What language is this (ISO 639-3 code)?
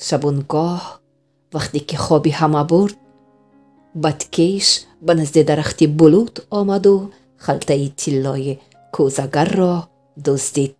tgk